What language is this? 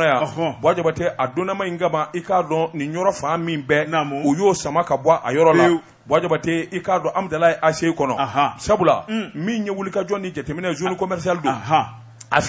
Bambara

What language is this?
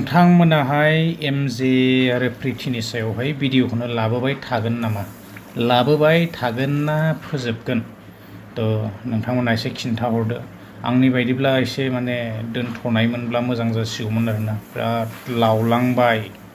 Bodo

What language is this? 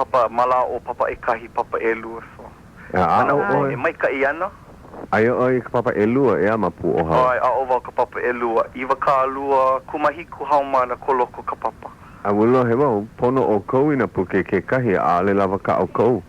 Hawaiian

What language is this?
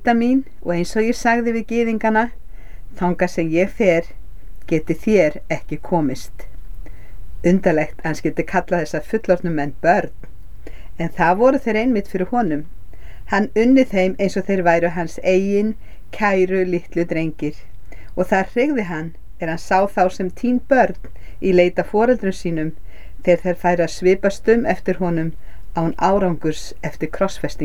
Icelandic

